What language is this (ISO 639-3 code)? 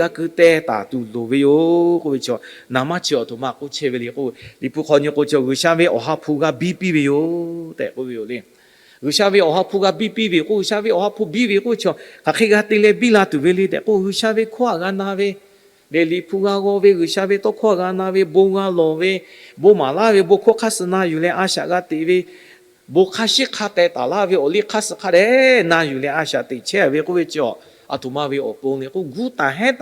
lhu